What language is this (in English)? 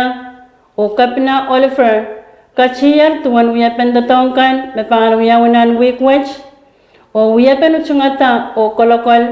Pohnpeian